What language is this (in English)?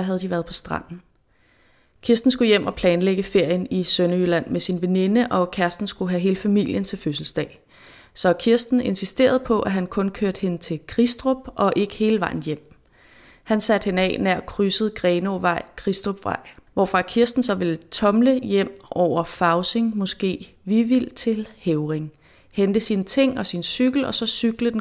Danish